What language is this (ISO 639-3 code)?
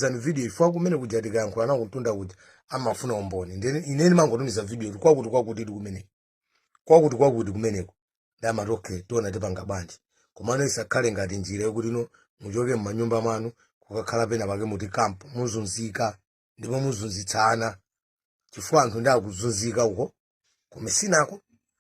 nya